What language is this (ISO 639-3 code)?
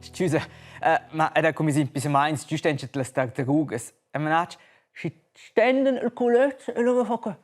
roh